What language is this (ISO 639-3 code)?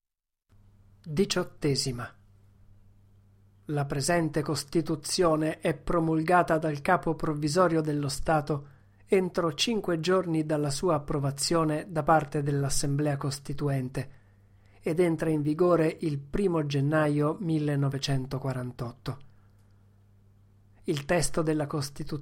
ita